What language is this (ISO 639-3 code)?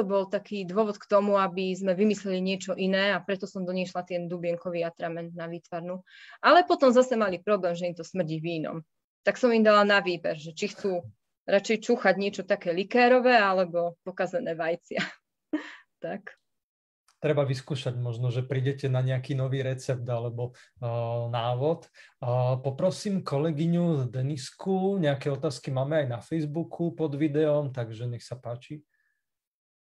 slk